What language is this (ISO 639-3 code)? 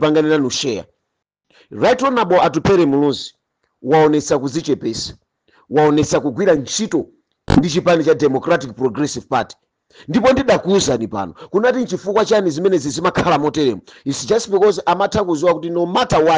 nya